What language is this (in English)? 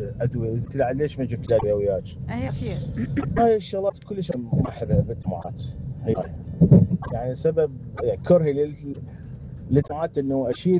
Mesopotamian Arabic